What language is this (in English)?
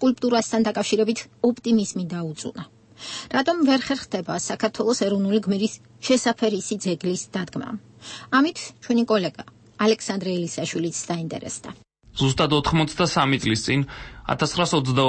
Georgian